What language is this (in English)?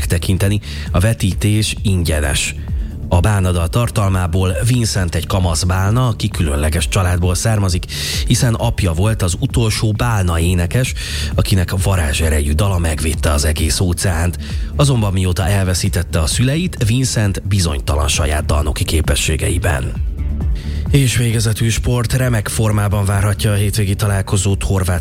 Hungarian